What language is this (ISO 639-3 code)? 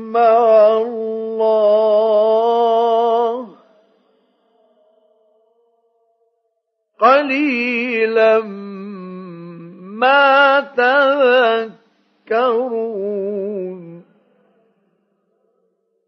ara